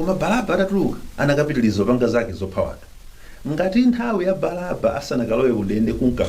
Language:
Nyanja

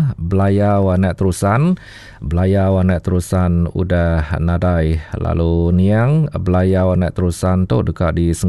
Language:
Iban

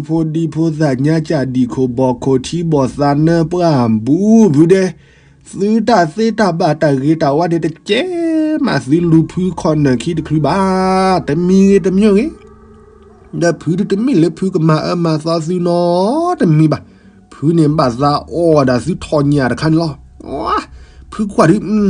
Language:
S'gaw Karen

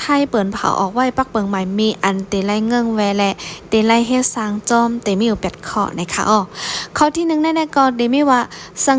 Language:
Shan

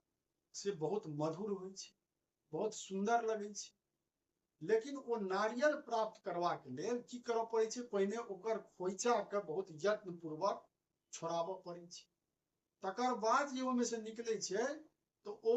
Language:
Maithili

